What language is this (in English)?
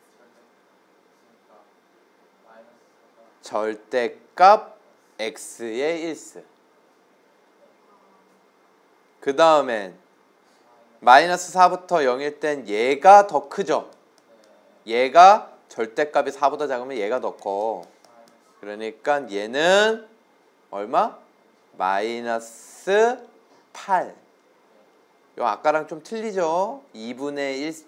Korean